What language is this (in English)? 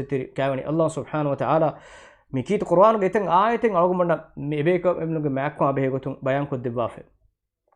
Divehi